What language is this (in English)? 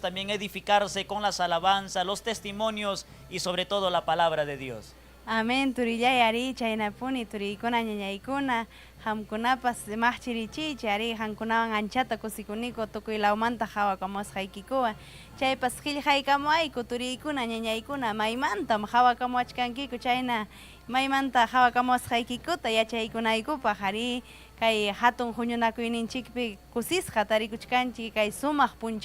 Ayacucho Quechua